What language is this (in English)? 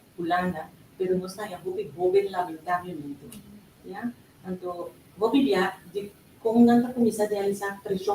Papiamento